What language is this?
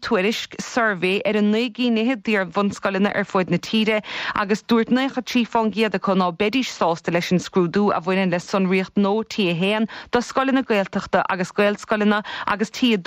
Irish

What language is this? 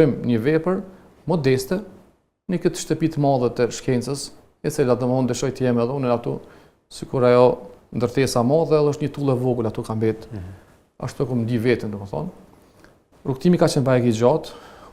Albanian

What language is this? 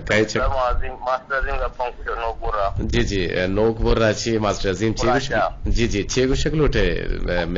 Eastern Balochi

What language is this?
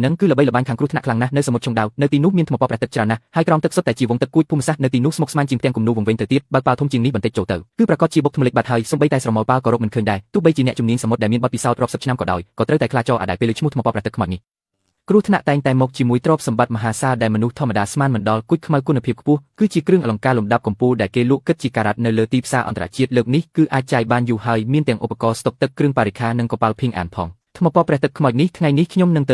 Khmer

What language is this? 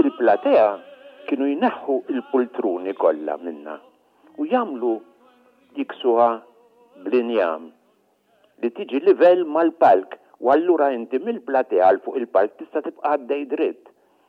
Maltese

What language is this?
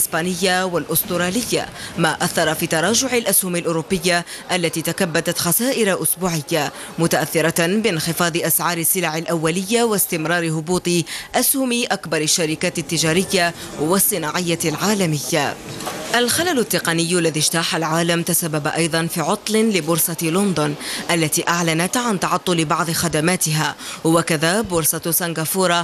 Arabic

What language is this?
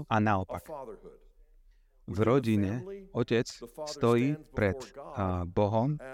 Slovak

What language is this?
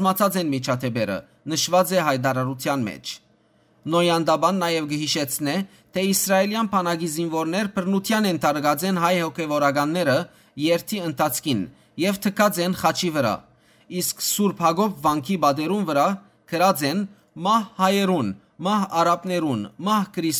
Western Armenian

